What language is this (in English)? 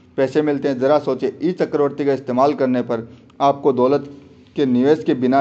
Hindi